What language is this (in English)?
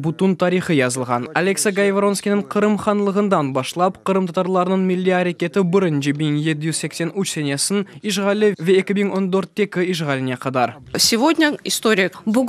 Crimean Tatar